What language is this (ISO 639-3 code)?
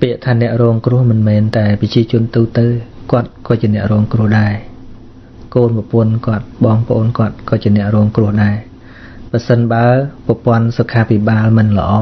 khm